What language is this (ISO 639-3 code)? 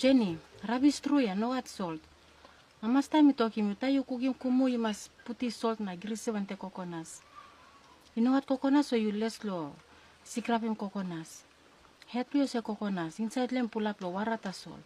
tpi